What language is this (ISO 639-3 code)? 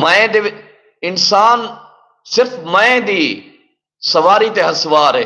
skr